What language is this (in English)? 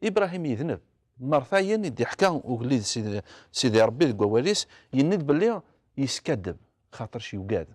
Kabyle